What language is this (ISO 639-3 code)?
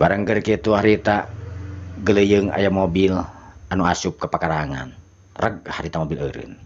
sun